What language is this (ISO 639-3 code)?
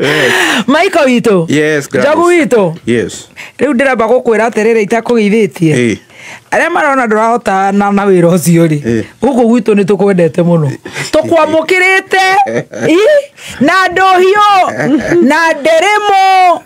kik